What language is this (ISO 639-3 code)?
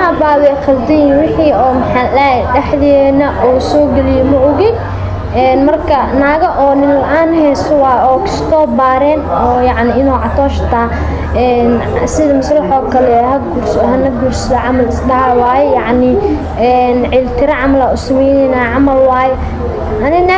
som